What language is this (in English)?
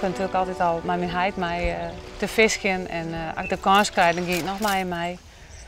Western Frisian